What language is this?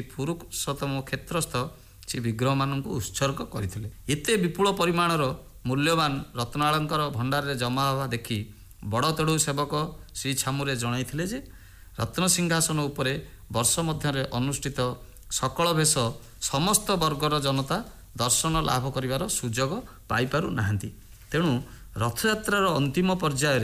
Odia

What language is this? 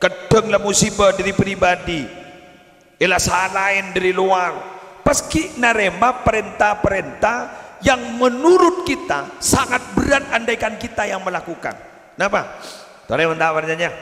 Madurese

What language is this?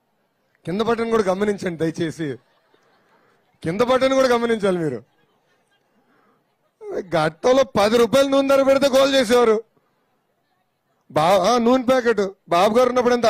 Telugu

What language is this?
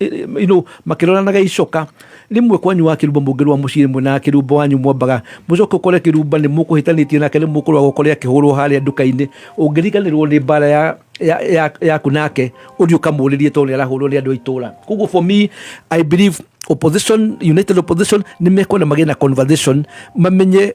Kikuyu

